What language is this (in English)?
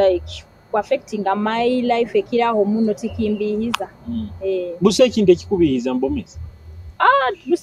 Nyoro